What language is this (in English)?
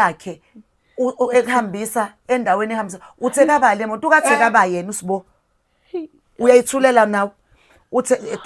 Zulu